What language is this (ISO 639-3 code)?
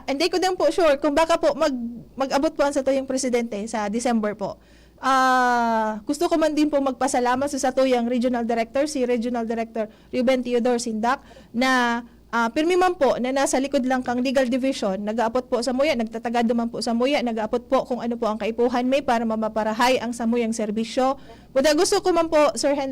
bik